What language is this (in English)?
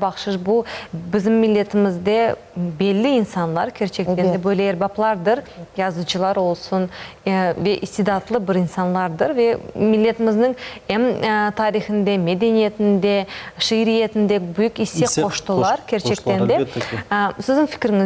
Crimean Tatar